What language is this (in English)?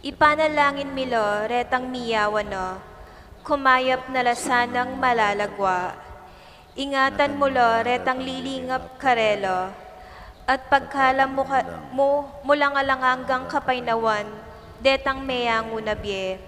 Pampanga